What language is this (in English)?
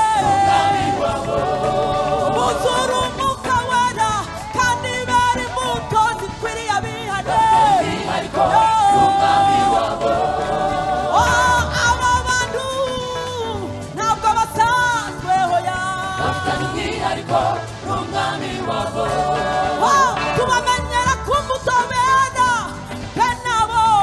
Kinyarwanda